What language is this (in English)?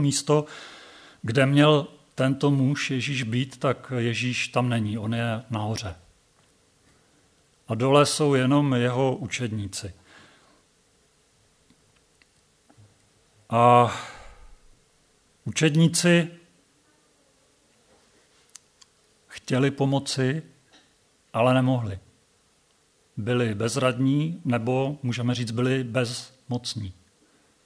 Czech